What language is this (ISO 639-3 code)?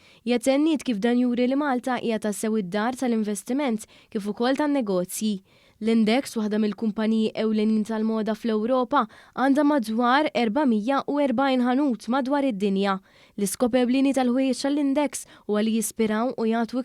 mlt